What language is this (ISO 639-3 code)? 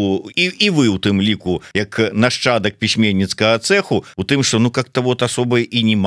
bel